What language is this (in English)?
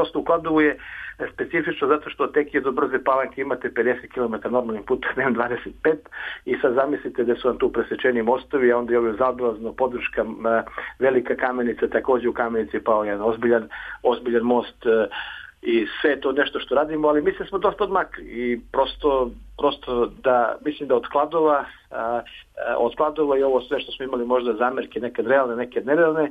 Serbian